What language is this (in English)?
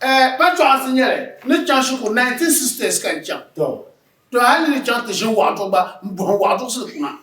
Dagbani